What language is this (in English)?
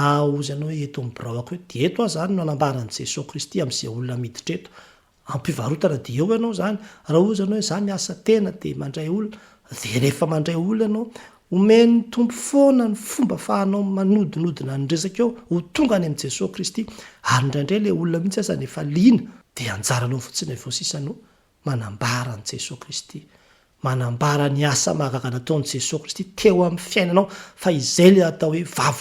Malagasy